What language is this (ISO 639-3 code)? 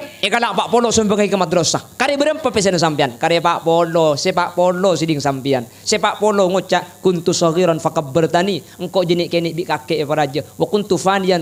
mad